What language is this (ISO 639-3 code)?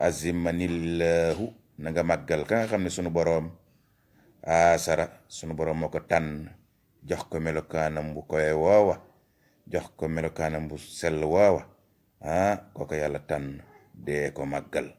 wol